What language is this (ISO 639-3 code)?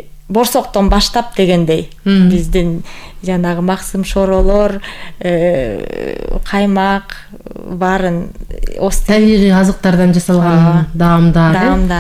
kir